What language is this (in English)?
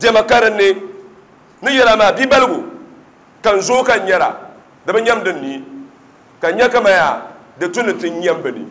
Dagbani